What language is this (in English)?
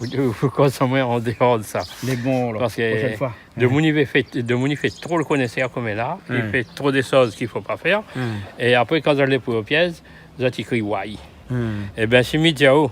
Réunion Creole French